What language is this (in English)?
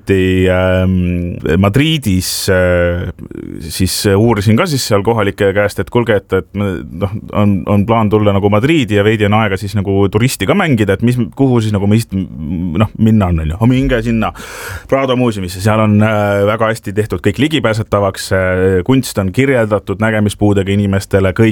Estonian